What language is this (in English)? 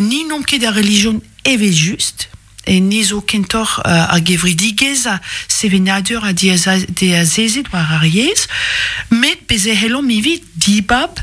Breton